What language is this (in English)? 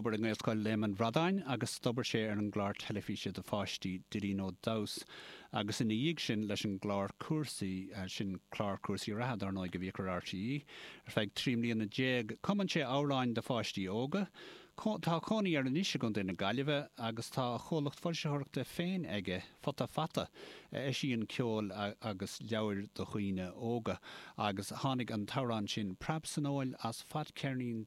Irish